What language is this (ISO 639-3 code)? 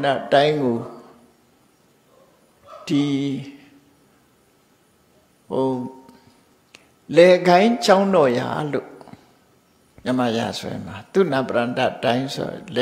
mya